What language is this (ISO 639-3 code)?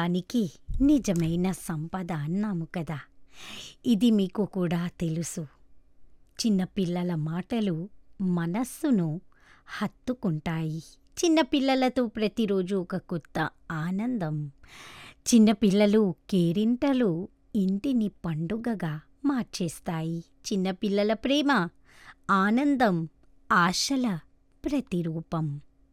tel